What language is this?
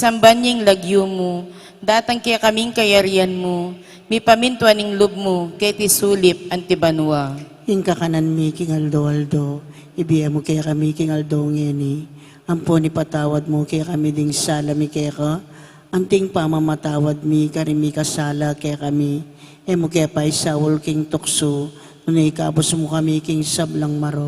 Pampanga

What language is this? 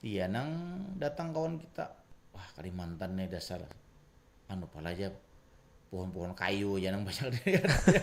Banjar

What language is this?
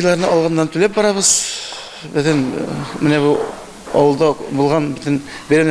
Tatar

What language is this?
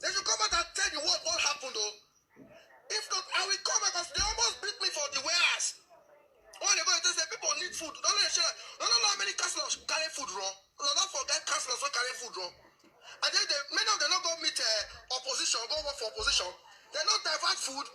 Nigerian Pidgin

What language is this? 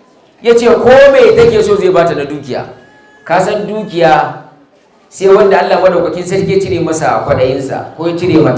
Hausa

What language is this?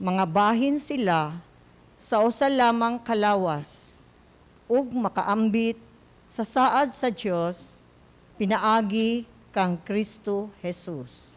Cebuano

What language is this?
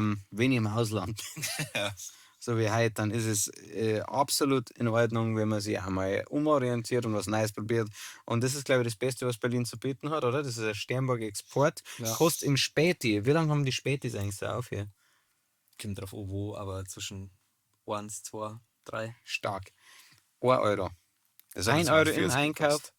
Bavarian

